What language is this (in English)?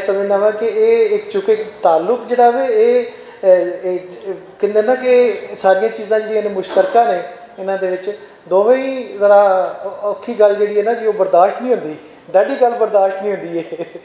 Western Panjabi